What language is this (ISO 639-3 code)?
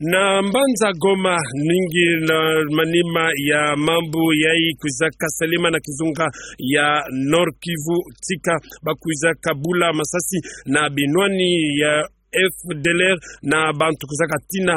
ktu